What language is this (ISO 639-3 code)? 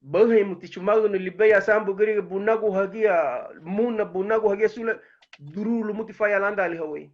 cab